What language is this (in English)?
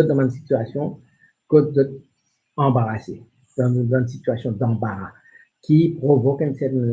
Morisyen